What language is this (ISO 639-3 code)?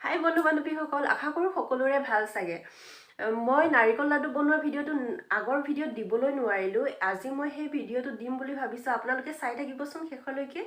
asm